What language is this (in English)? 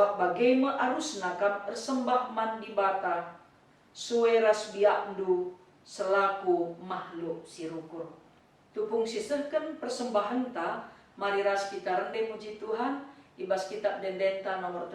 Batak Karo